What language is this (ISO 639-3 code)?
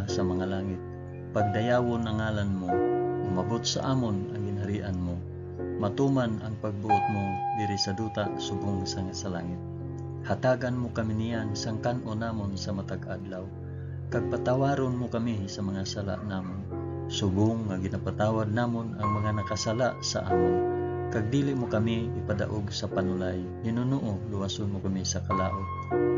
hil